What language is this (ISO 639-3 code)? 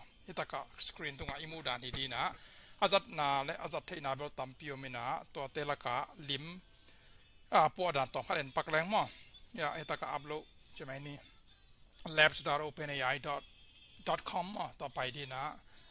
ctd